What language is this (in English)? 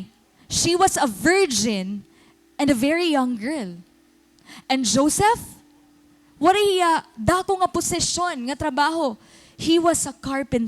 Waray